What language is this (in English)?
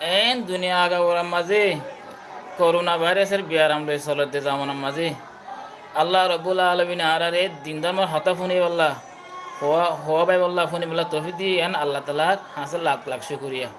Rohingya